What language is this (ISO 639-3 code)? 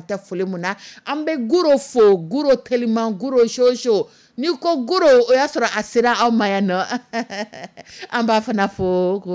dyu